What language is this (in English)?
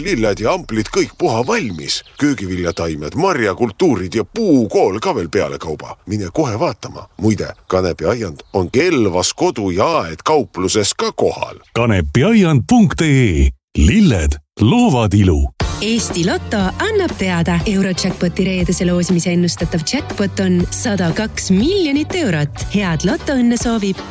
Estonian